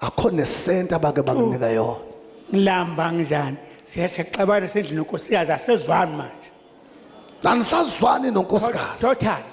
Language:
Zulu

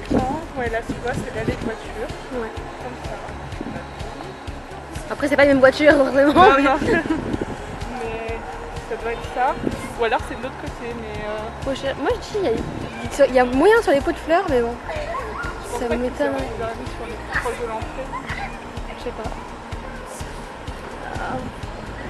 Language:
French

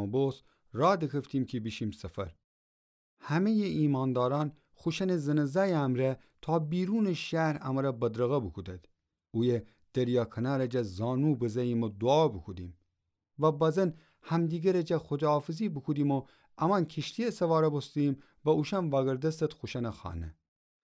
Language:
Gilaki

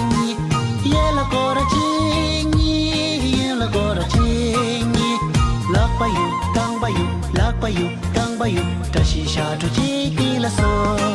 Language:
Tibetan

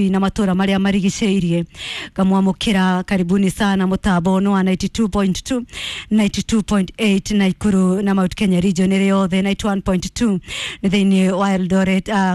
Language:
Kikuyu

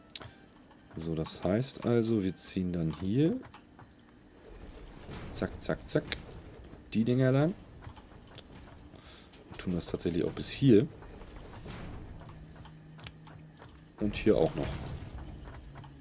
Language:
German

